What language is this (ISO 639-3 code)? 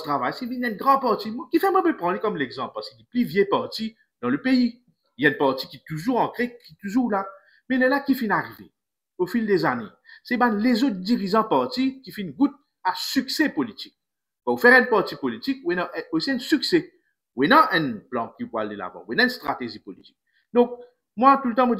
mfe